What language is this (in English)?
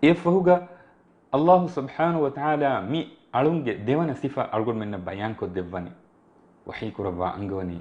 Divehi